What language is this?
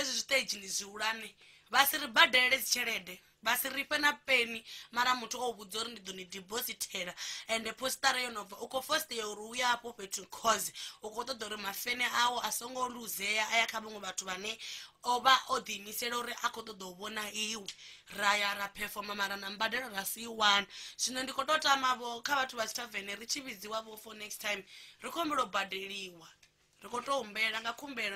Venda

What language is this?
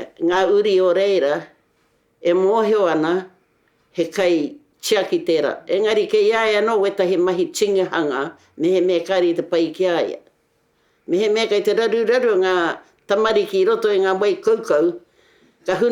Māori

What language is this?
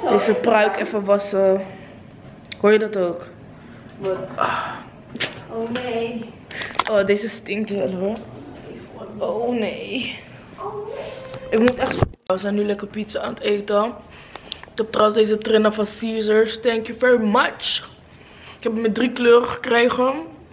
Dutch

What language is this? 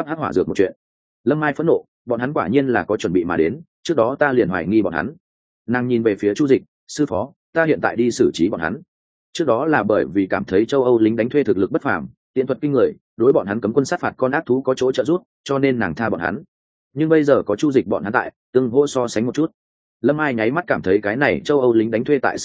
Vietnamese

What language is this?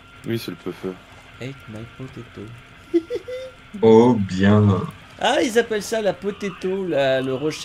French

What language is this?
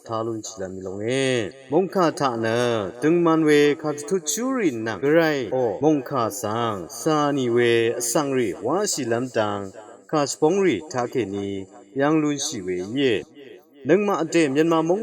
Rawang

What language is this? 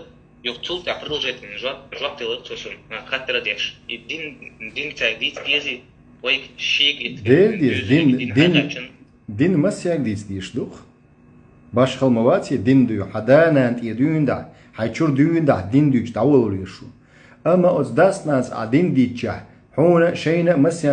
Chechen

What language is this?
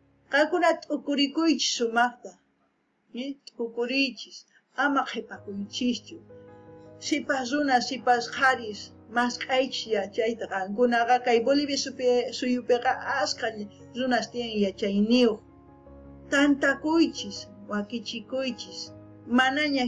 South Bolivian Quechua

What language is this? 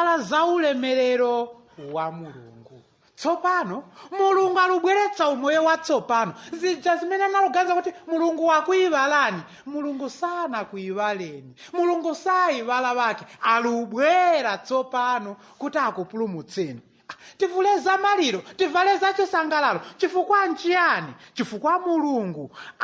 Nyanja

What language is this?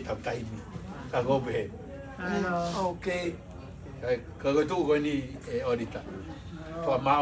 Tongan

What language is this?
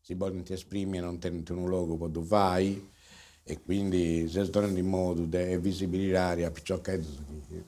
Sardinian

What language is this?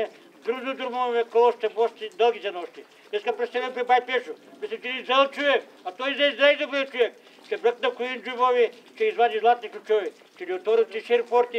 Bulgarian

